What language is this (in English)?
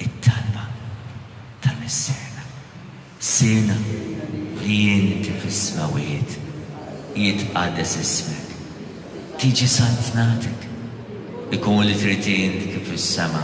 Maltese